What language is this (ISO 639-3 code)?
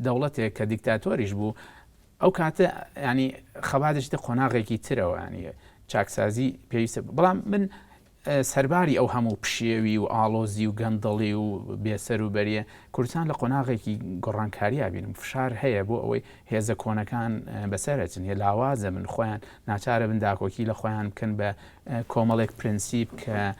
ckb